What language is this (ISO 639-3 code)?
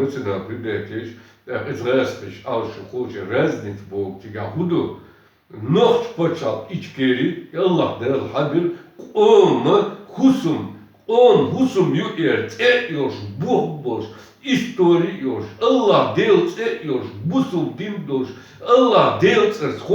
che